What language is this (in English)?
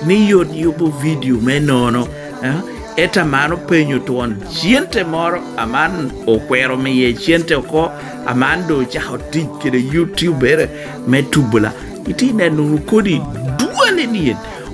Lango (Uganda)